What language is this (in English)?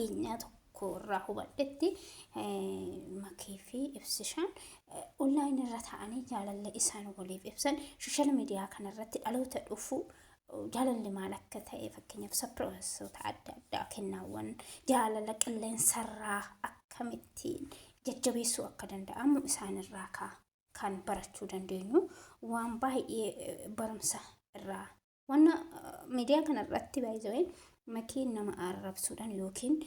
Oromo